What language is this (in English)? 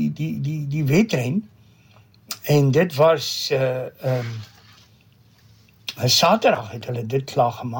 Afrikaans